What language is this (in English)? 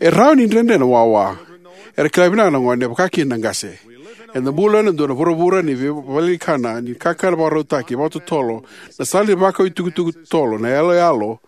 Fijian